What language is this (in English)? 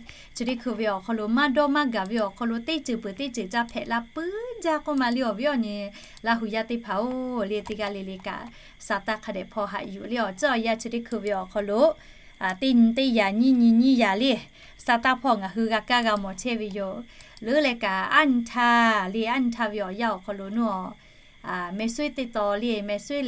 Lahu